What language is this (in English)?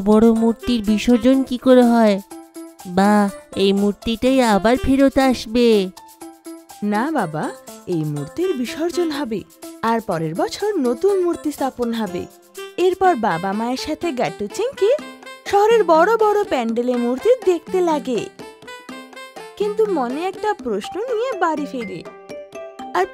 Bangla